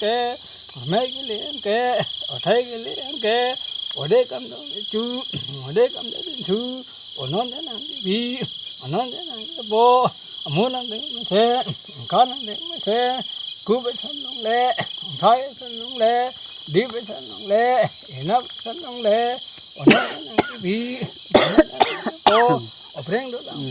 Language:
Karbi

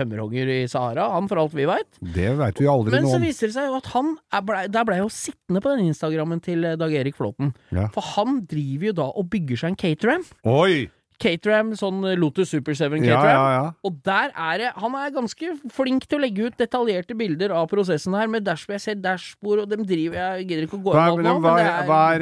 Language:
Norwegian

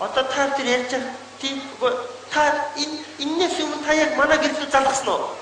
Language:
Mongolian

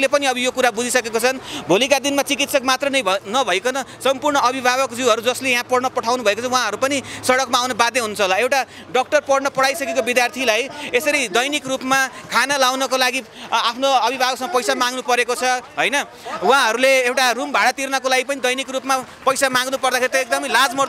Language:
Nepali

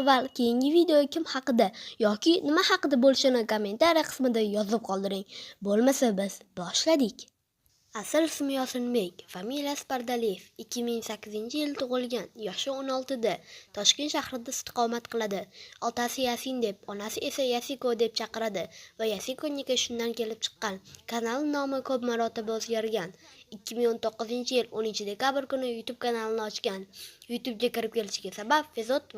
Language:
Uzbek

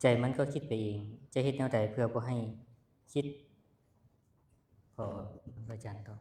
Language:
Lao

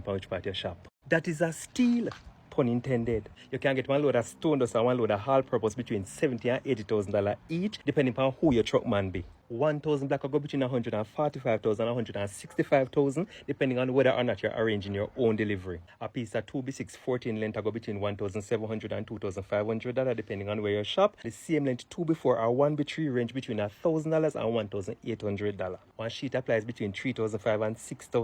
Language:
Jamaican Creole English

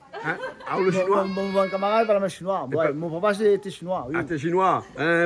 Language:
Réunion Creole French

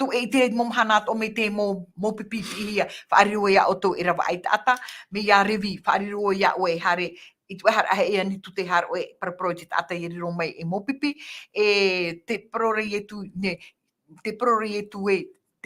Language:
Tahitian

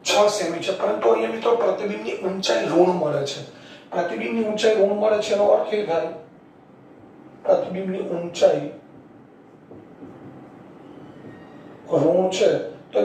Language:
Gujarati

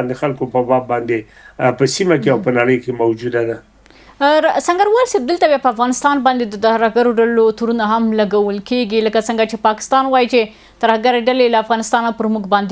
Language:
Pashto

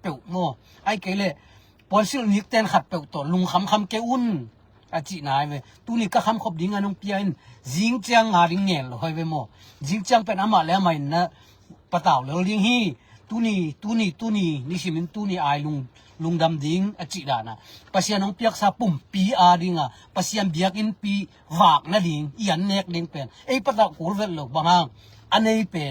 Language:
Tedim Chin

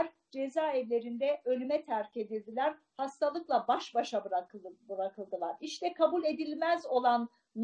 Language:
Turkish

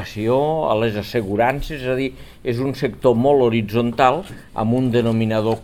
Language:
Catalan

